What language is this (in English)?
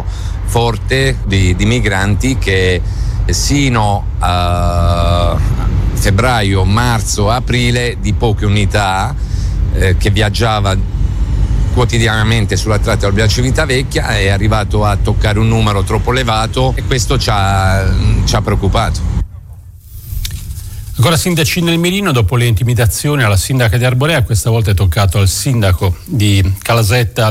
Italian